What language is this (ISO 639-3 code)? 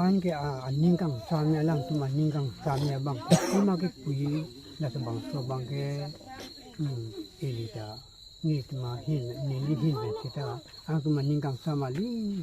mjw